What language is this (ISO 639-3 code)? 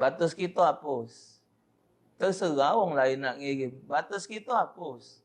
mui